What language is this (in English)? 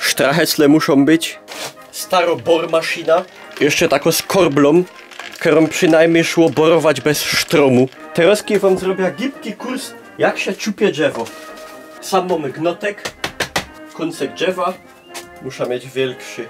Silesian